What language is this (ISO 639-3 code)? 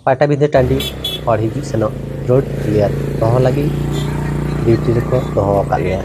sat